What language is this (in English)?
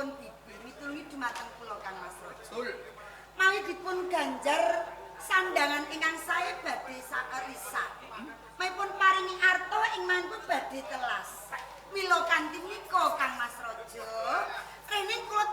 Javanese